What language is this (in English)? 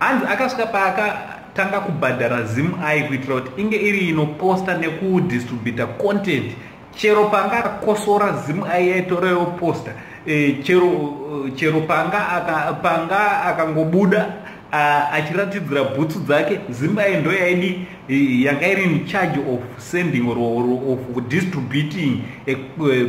Shona